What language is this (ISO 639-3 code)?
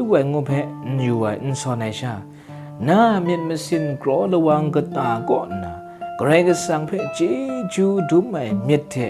kac